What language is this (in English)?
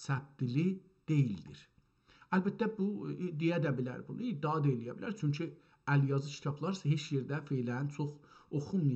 South Azerbaijani